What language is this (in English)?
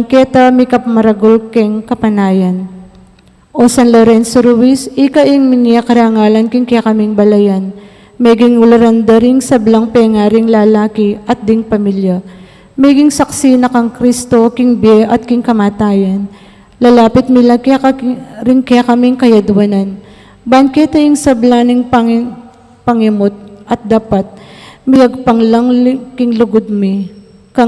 Pampanga